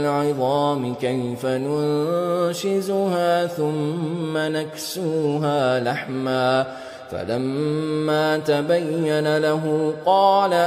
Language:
Arabic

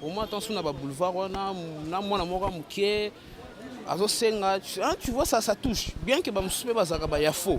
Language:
Lingala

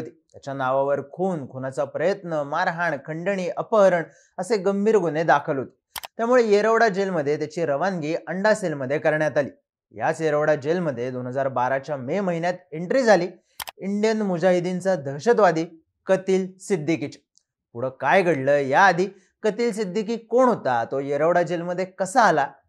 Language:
Marathi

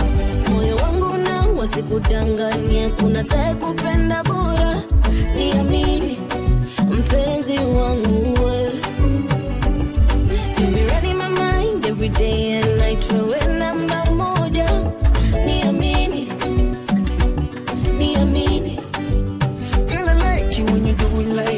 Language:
Swahili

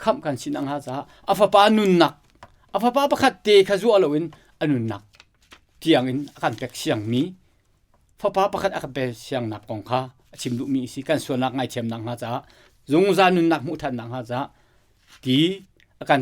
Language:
Hakha Chin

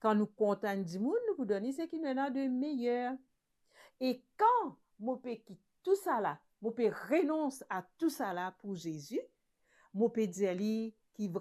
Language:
Morisyen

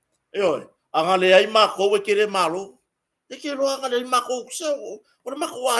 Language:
Samoan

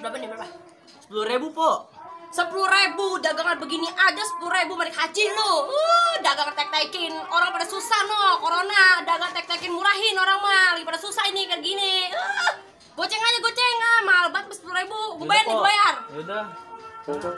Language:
Betawi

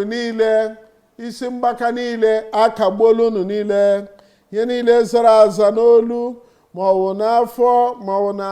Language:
Igbo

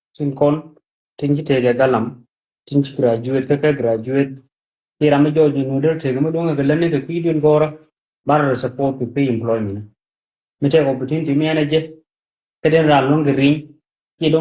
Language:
Nuer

